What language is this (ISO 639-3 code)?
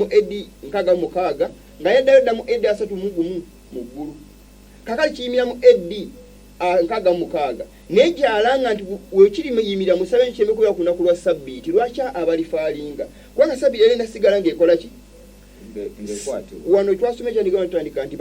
lug